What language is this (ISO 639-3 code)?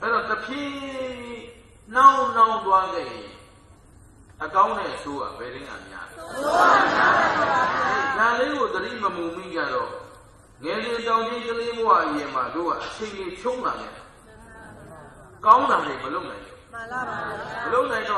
mya